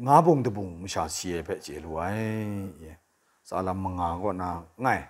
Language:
Kachin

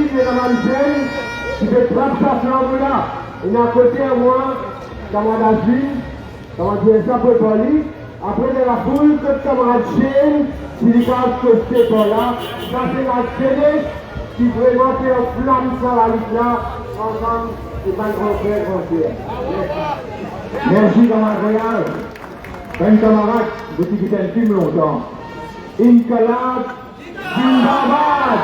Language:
Morisyen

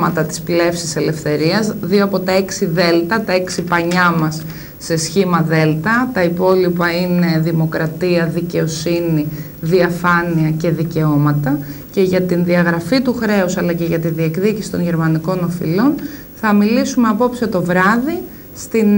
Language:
Greek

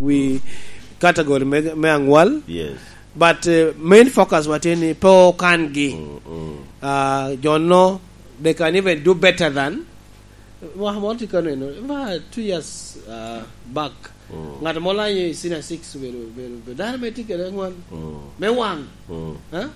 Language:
Lango (Uganda)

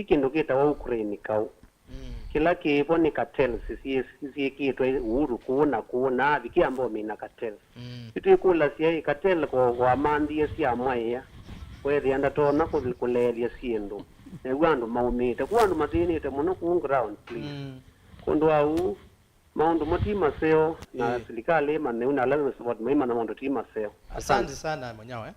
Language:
Kamba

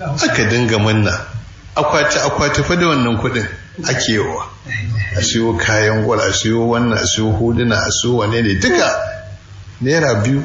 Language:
Hausa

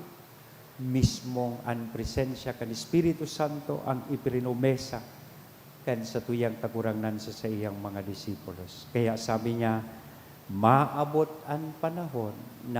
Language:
Bikol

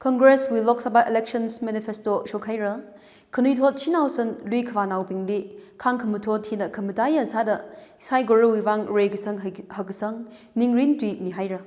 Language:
Tangkhul Naga (India)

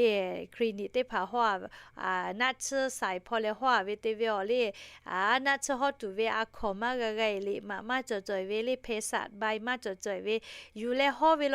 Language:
Lahu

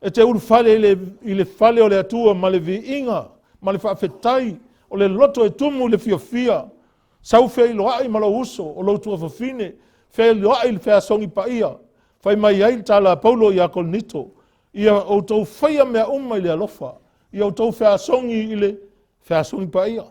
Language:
Samoan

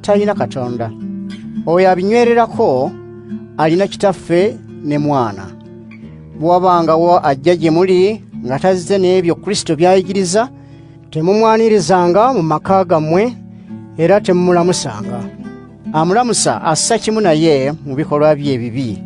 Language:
Ganda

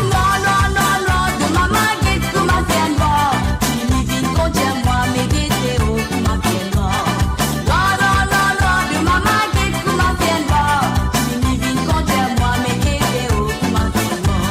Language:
Morisyen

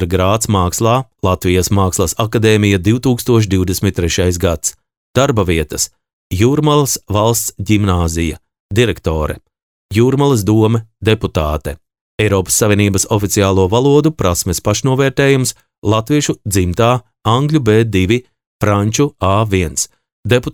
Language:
Latvian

